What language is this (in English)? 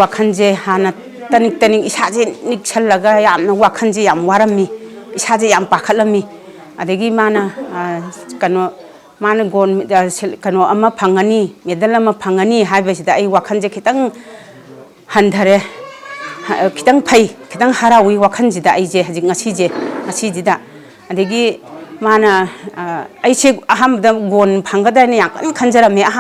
Manipuri